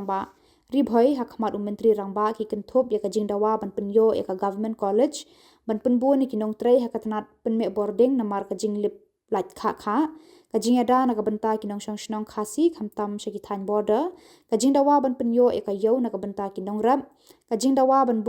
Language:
Khasi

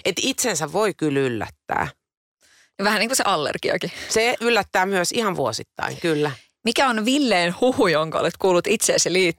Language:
Finnish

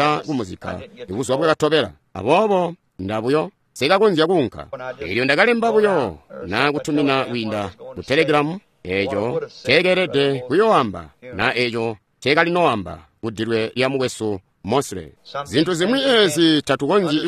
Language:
Tonga (Zambia)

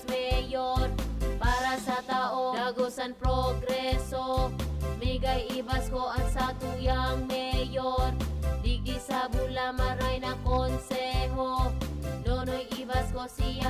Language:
Bikol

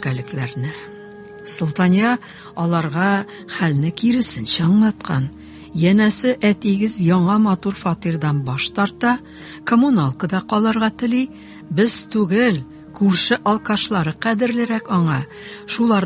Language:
Tatar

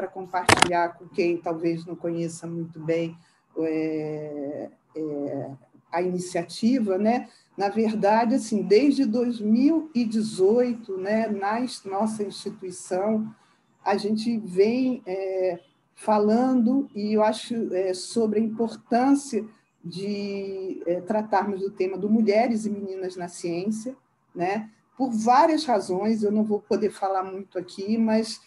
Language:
Portuguese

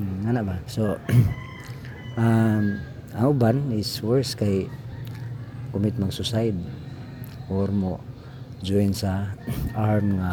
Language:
Cebuano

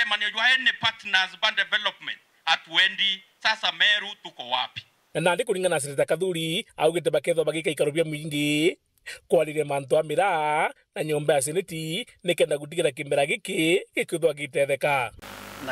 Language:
Meru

